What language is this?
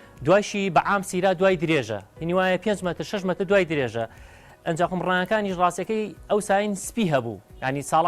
Central Kurdish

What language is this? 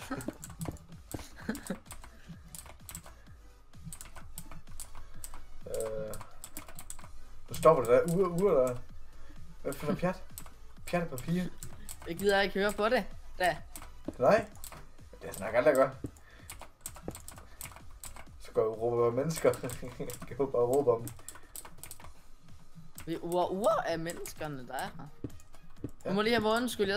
Danish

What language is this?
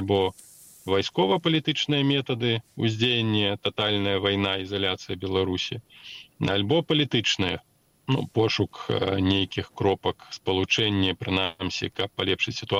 Belarusian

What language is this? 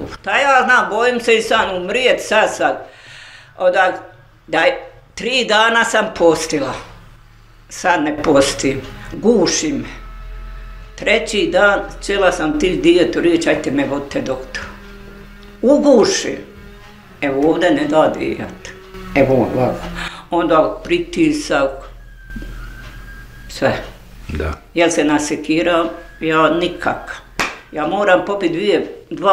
Bosnian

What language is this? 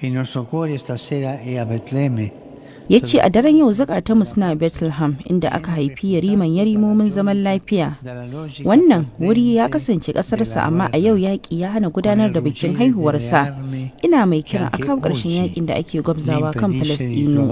Hausa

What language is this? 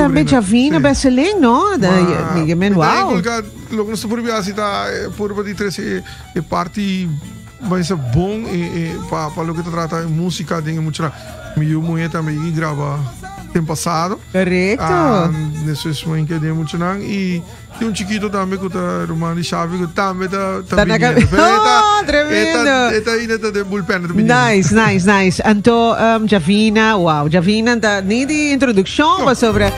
Papiamento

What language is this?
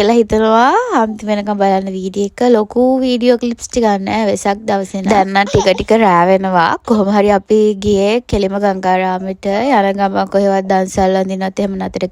Sinhala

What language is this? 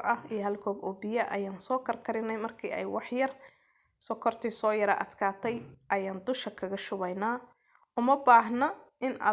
Somali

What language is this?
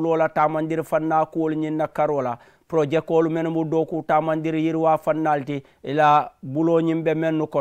Mandingo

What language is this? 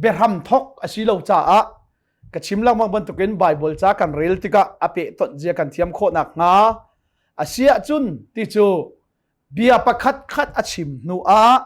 Hakha Chin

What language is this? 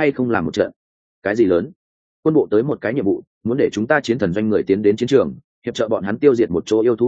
Vietnamese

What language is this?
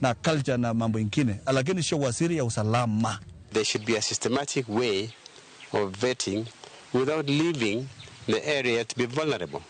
Luo (Kenya and Tanzania)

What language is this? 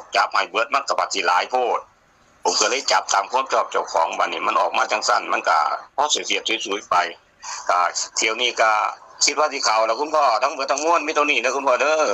Northeastern Thai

